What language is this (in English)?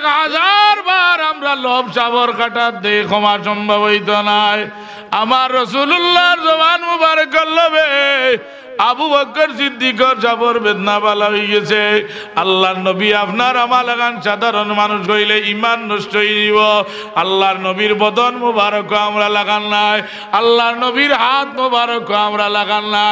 Sylheti